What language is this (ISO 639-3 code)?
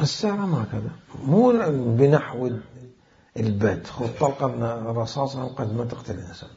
acm